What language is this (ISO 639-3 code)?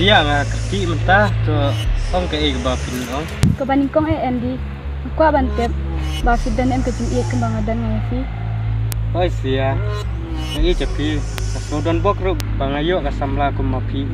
kha